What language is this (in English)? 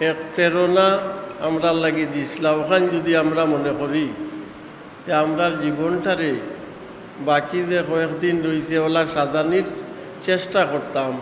Sylheti